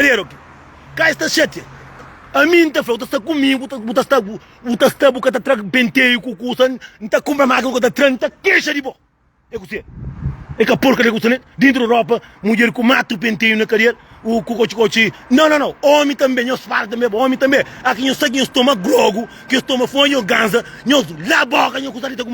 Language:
Kabuverdianu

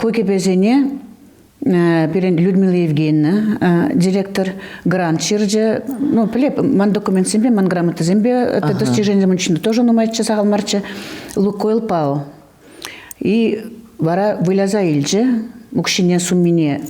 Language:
Chuvash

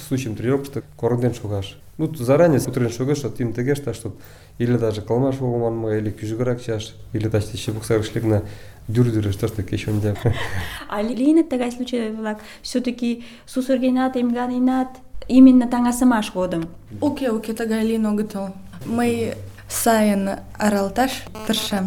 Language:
Mari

